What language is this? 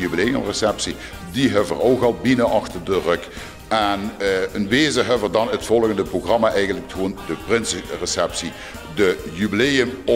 Limburgish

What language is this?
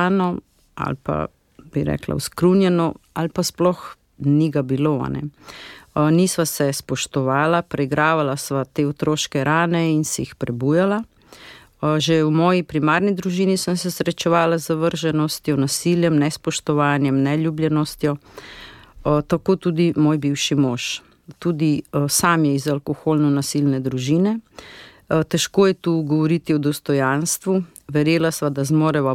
Slovenian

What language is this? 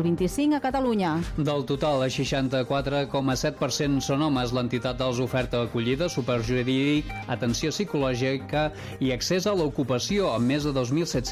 Catalan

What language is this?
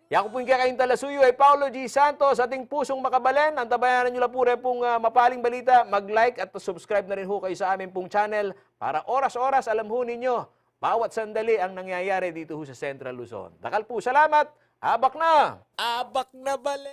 Pampanga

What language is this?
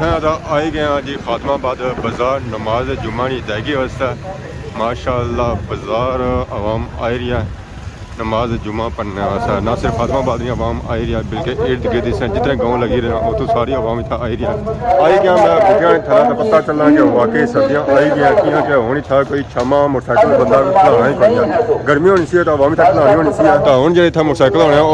Pahari-Potwari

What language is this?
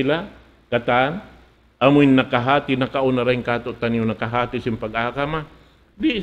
Tausug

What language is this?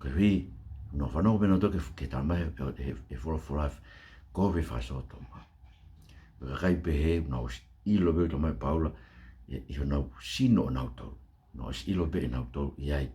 Tongan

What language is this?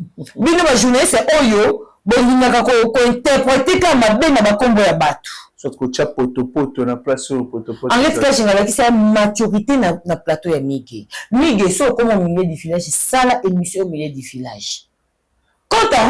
Lingala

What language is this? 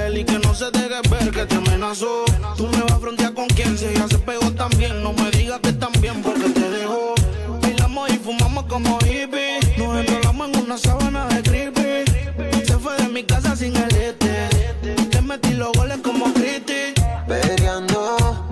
Spanish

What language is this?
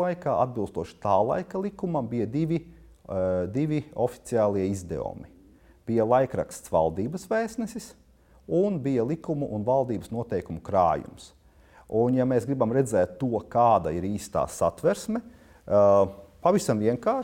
Latvian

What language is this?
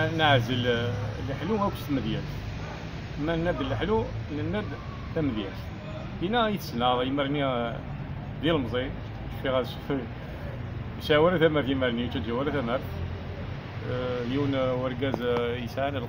Kabyle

